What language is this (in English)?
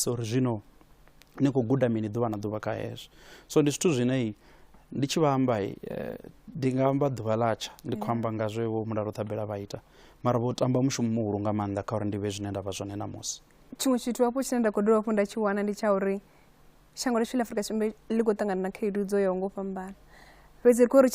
Venda